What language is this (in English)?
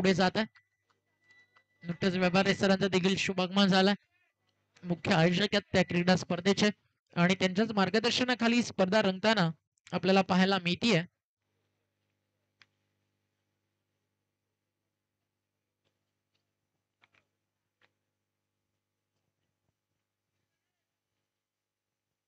Marathi